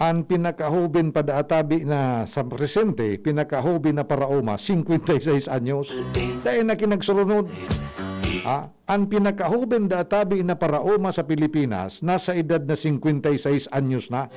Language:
Bikol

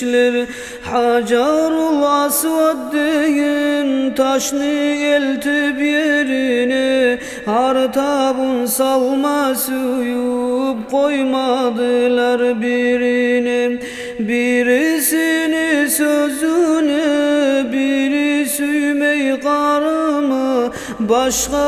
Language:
Kumyk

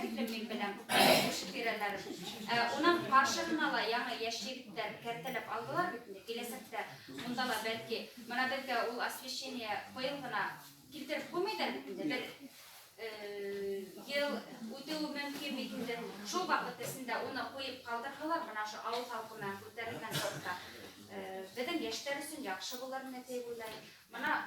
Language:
Bashkir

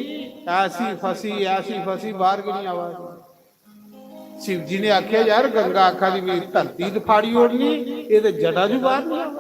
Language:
Dogri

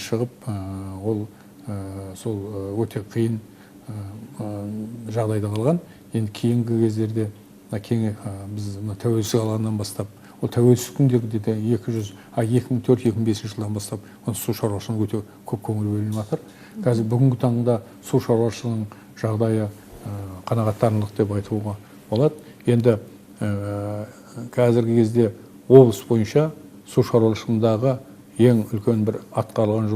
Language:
Kazakh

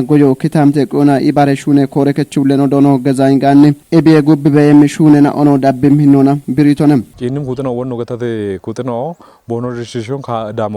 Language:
Kafa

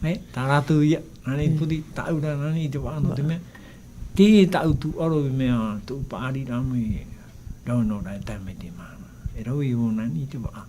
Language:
Tahitian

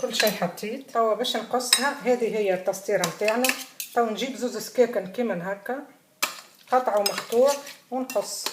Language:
Tunisian Arabic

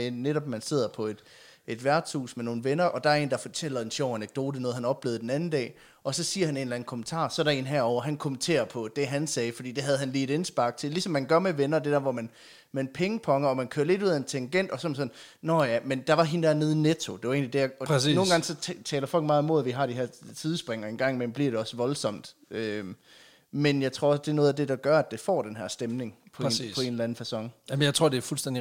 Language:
Danish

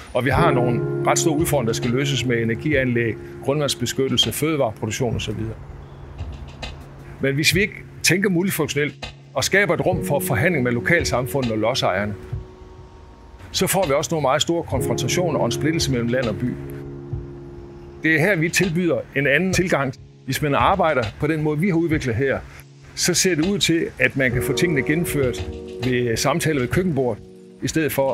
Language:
Danish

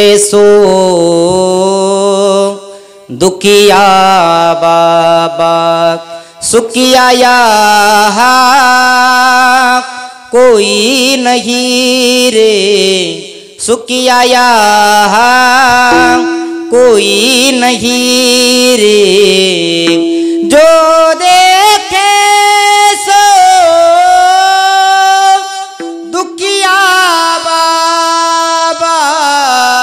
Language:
Marathi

